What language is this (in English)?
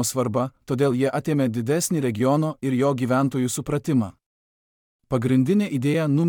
Lithuanian